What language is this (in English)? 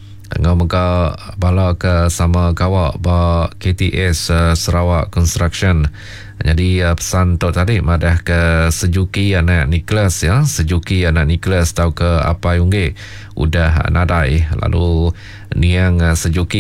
Iban